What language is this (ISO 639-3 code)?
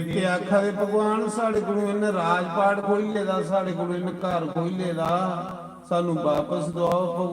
doi